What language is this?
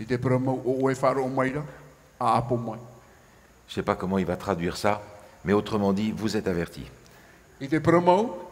Tahitian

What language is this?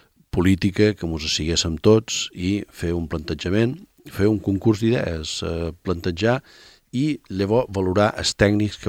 Catalan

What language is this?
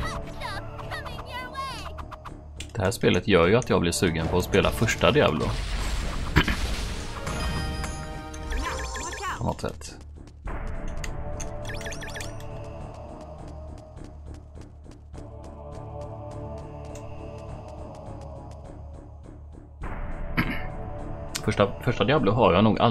Swedish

